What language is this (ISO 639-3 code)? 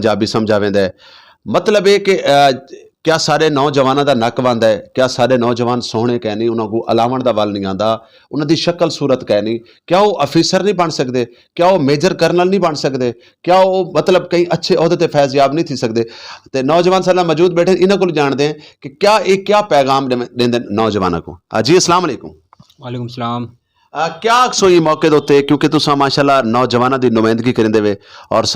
skr